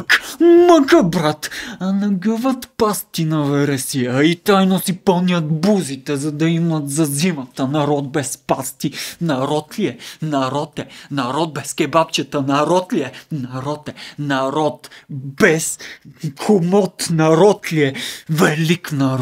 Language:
Bulgarian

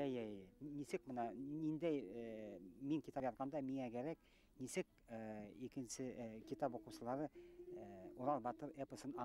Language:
Bashkir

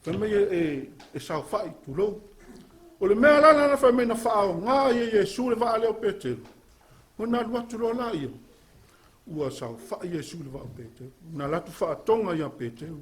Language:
Samoan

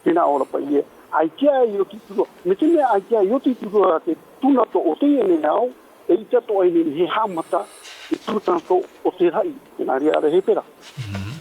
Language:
Tahitian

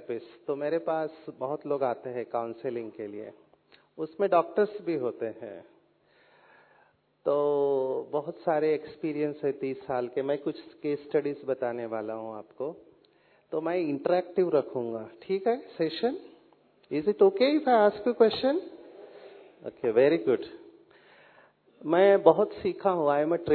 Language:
Hindi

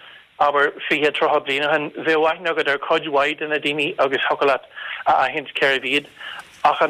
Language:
Irish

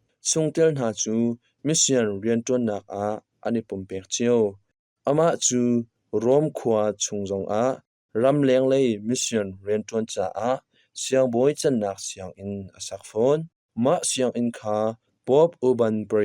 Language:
Hakha Chin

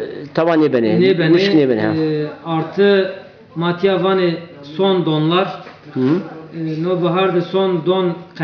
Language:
Zaza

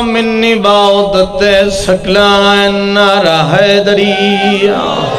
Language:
Urdu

